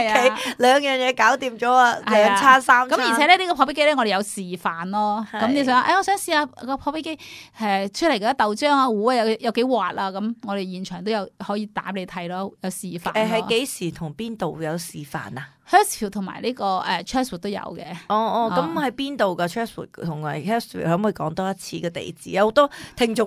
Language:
Cantonese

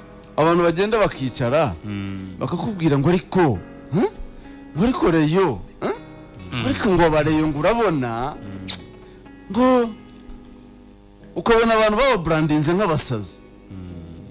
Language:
Kinyarwanda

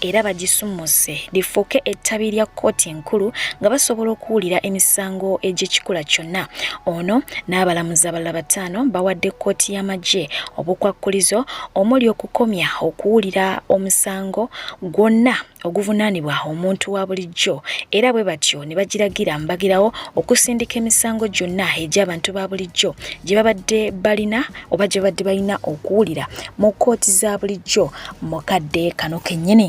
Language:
Ganda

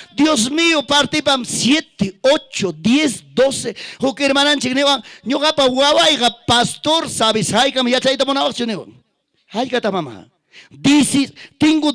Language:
Ayacucho Quechua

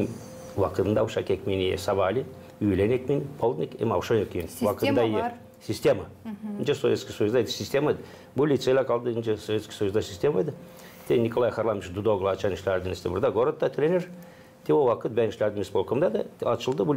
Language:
Gagauz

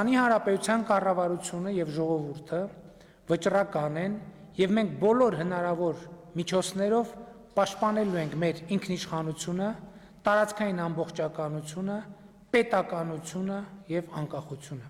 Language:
Western Armenian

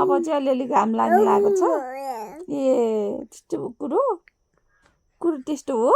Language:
Nepali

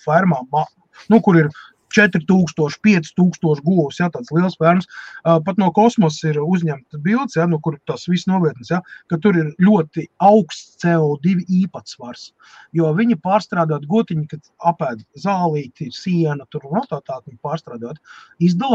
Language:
Latvian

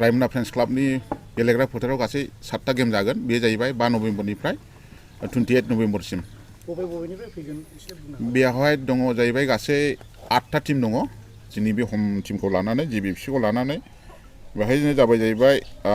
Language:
Bodo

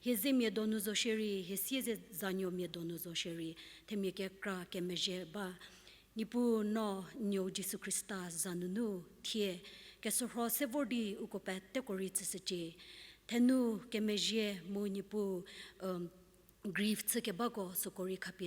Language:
Angami Naga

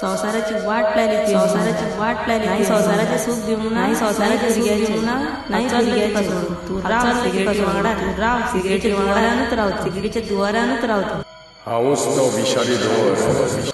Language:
Konkani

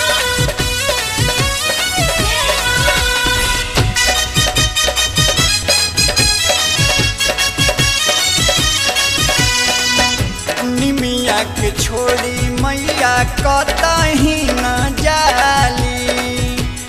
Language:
Bhojpuri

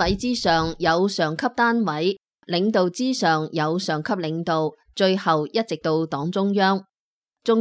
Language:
Cantonese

